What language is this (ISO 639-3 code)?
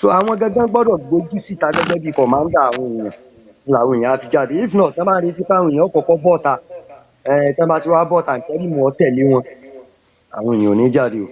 yor